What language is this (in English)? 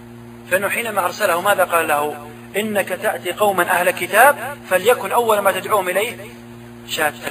Arabic